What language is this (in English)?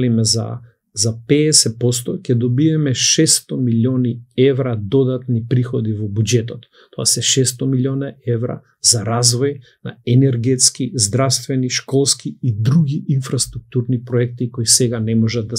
Macedonian